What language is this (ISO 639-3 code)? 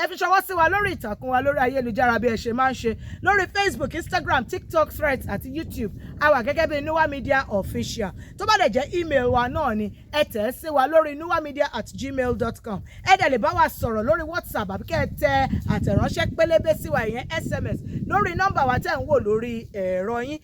yor